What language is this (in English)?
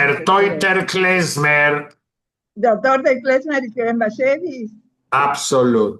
Yiddish